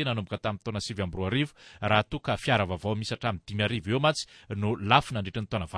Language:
Malagasy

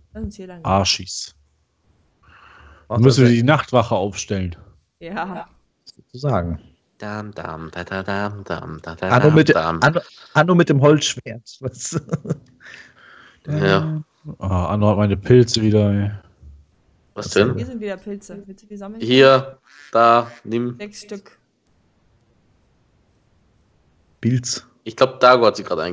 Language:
German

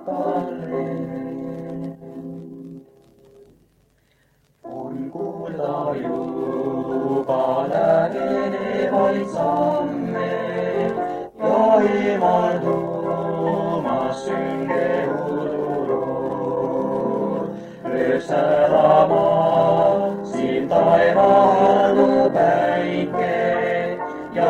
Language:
Estonian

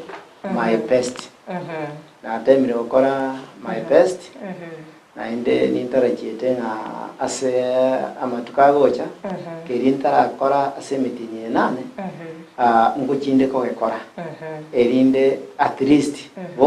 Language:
Gusii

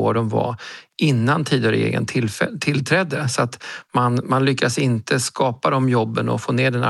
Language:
Swedish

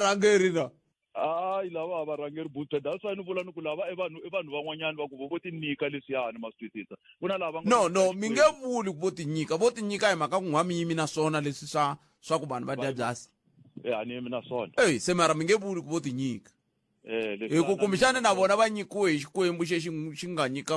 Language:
Tsonga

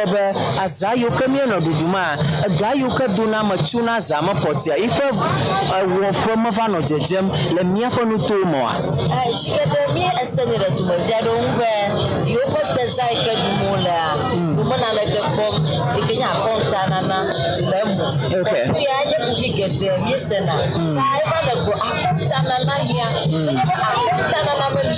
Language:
Ewe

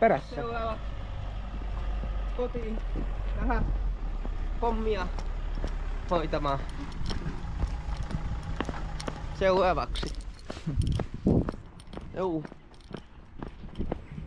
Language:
Finnish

